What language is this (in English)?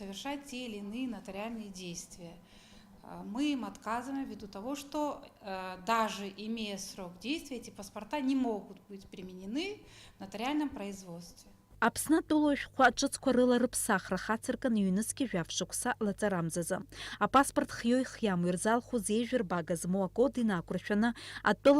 Abkhazian